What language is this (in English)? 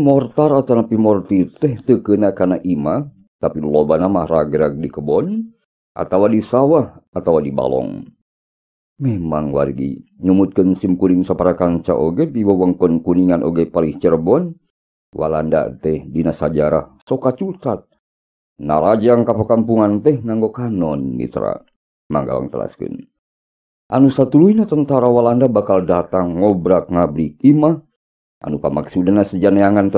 Sundanese